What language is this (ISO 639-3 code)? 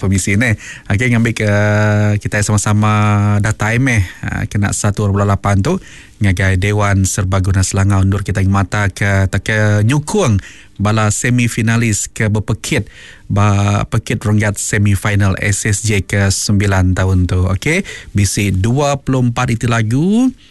iba